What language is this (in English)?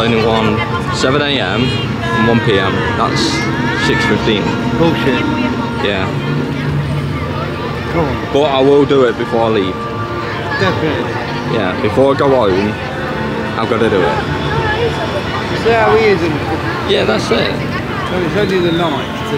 English